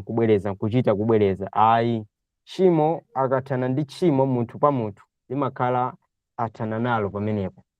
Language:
Nyanja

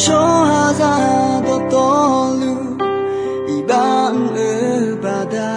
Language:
Akha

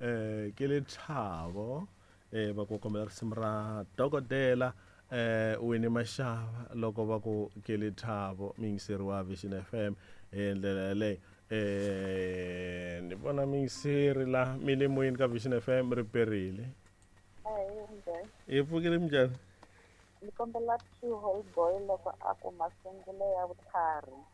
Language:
Tsonga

